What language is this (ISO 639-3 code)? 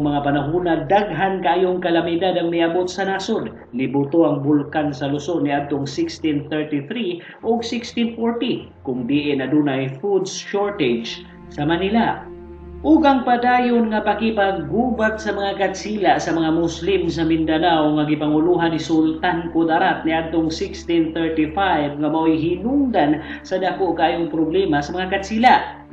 ceb